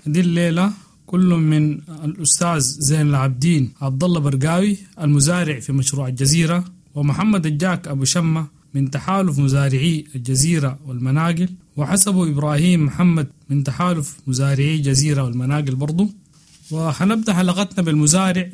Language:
Sudanese Arabic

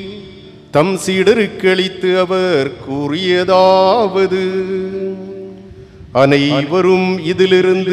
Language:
Tamil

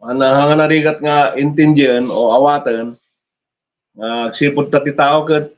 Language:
Iloko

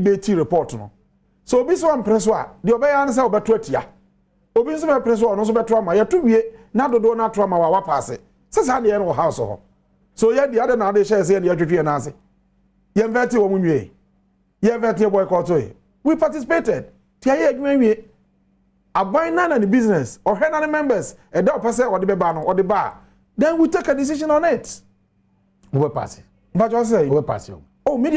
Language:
Akan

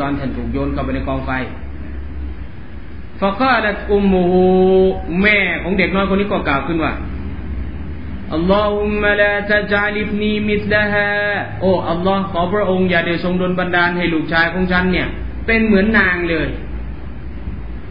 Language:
Thai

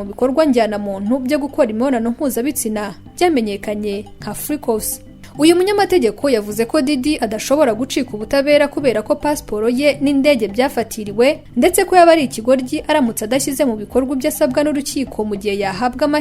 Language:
Kinyarwanda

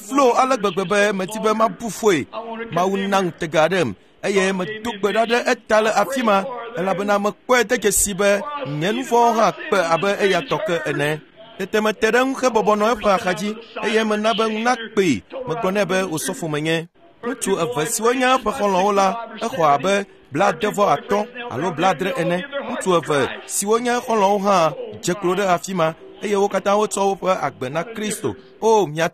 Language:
Ewe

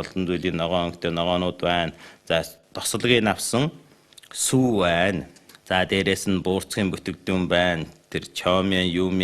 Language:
Mongolian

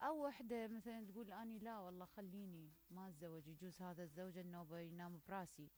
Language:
Mesopotamian Arabic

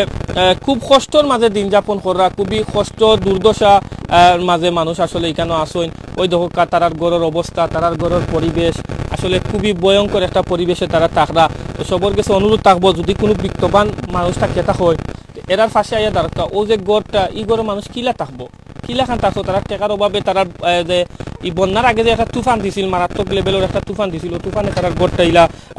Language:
Sylheti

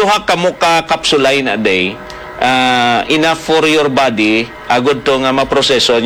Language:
Hiligaynon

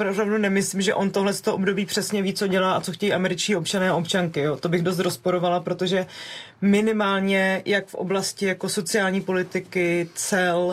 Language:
Czech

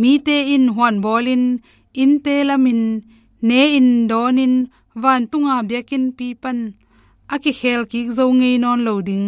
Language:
Tedim Chin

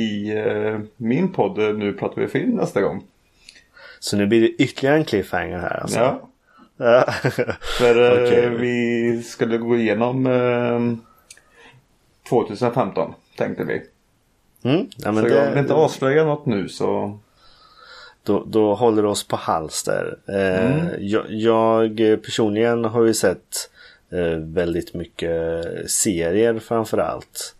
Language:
Swedish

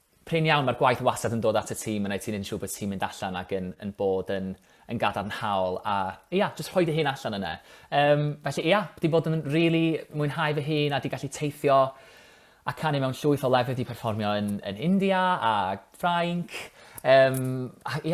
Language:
Welsh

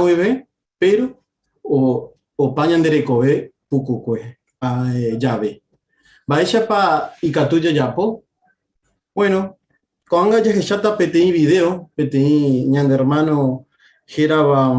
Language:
Guarani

